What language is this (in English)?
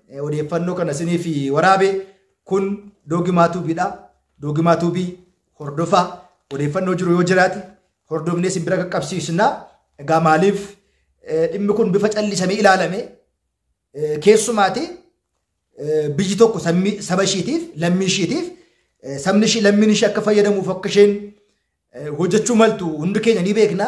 Oromo